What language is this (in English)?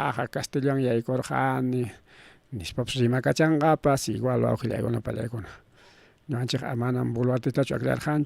Ayacucho Quechua